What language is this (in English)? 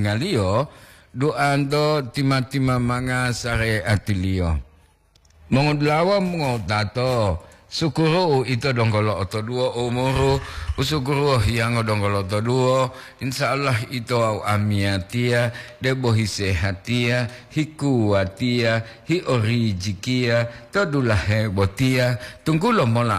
Gorontalo